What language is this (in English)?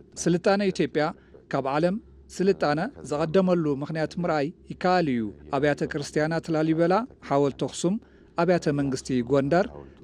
Tigrinya